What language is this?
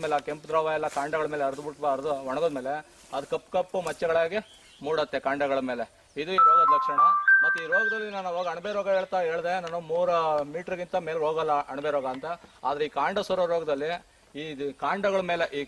Kannada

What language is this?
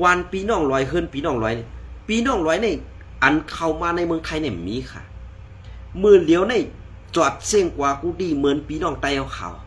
Shan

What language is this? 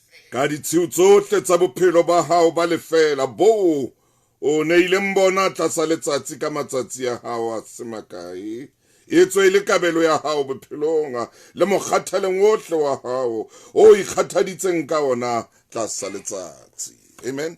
Southern Sotho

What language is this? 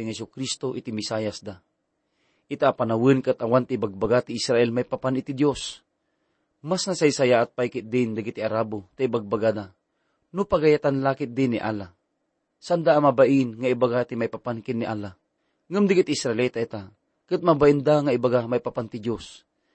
Iloko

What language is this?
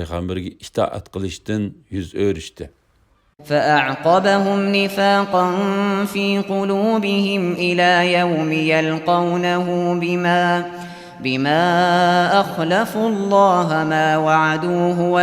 Uyghur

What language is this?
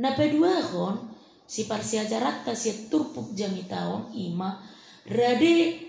Batak Toba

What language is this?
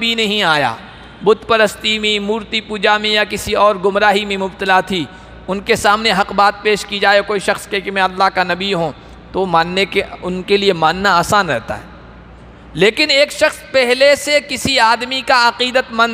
Urdu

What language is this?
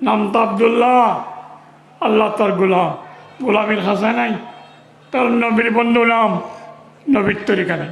Rohingya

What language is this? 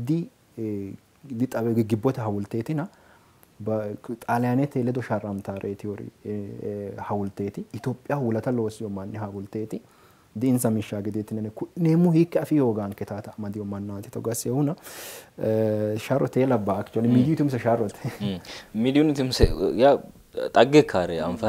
Sidamo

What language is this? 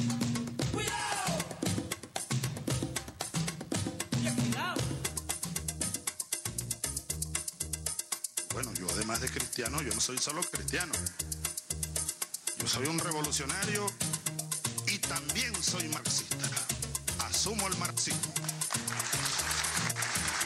Spanish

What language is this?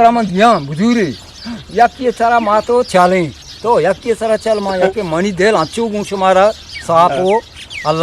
Eastern Balochi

